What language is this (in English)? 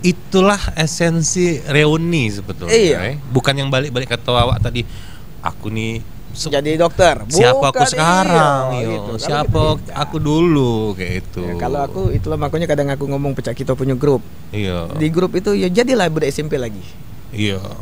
Musi